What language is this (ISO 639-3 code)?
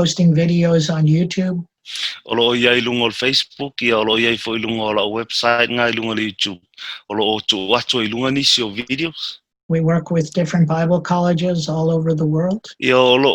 smo